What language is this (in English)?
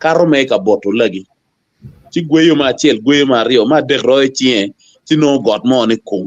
Acoli